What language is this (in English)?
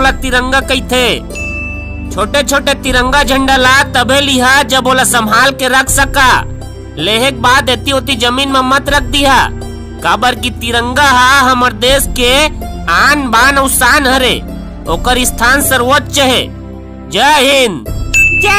Chhattisgarhi